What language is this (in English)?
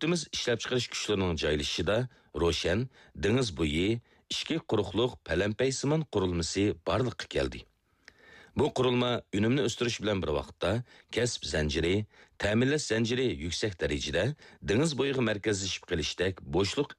Uyghur